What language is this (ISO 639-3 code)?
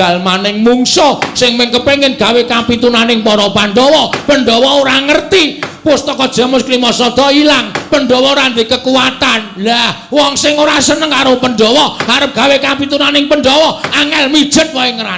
jav